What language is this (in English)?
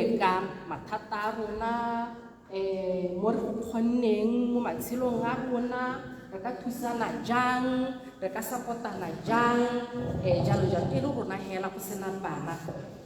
Tswana